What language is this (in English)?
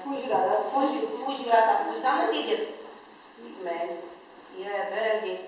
Chuvash